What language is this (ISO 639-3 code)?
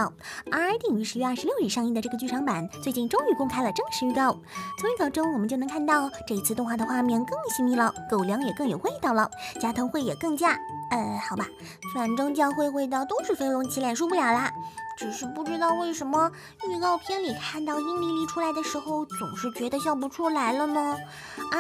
zho